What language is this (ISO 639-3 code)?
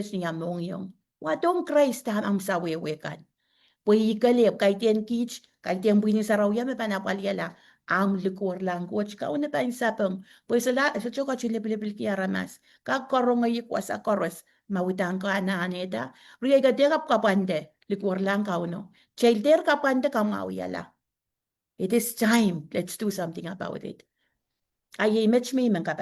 pon